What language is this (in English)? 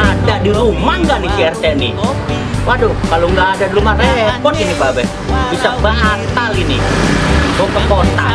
Betawi